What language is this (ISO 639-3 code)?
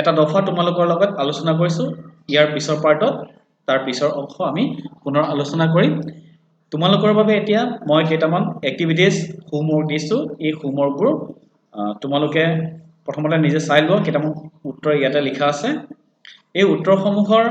asm